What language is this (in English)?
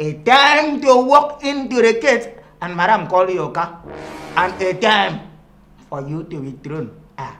Nigerian Pidgin